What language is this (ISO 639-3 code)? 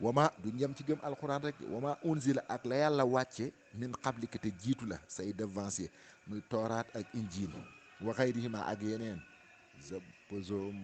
wol